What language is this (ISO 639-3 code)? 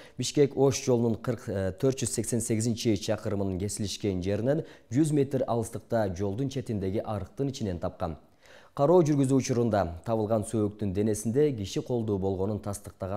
kir